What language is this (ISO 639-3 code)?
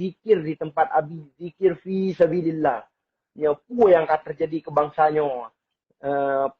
ace